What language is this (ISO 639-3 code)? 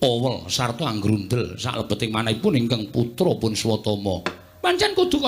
jav